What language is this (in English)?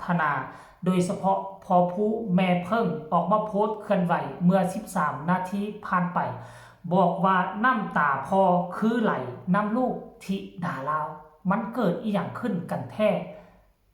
Northeastern Thai